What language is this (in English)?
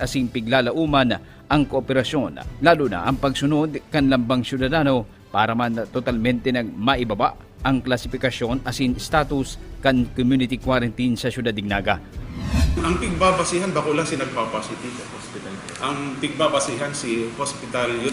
Bikol